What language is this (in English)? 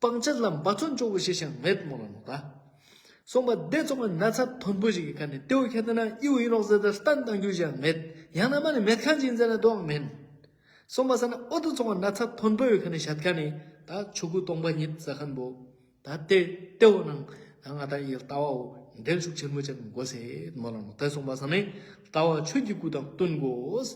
Ladakhi